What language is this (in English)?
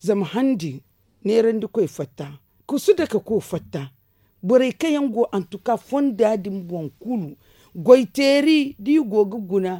Zarma